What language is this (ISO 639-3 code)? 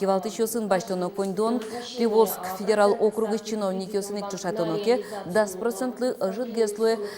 udm